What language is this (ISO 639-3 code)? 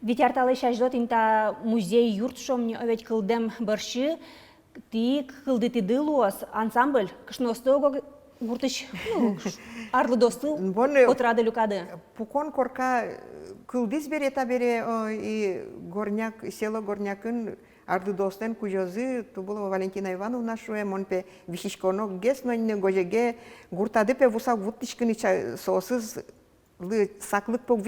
udm